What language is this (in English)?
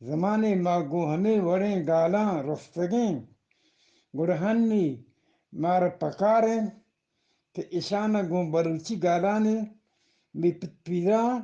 Eastern Balochi